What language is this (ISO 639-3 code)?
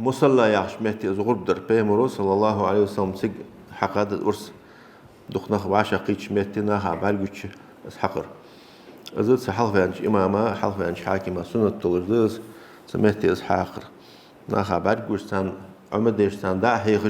inh